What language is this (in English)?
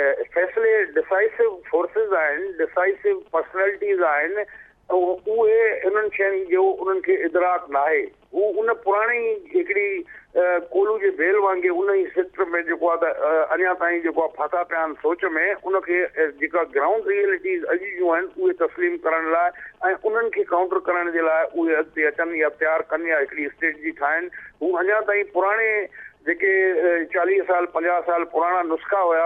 Sindhi